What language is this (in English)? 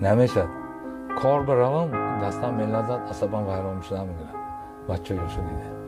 Tajik